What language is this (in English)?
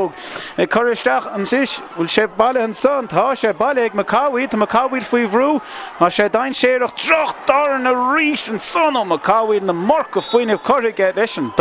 Irish